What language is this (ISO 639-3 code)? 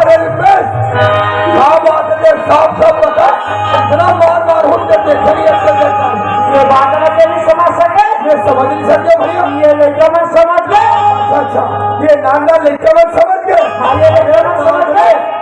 hne